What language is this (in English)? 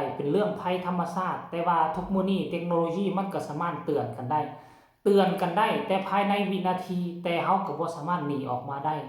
Lao